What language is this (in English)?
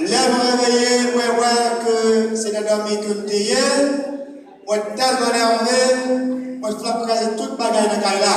Haitian Creole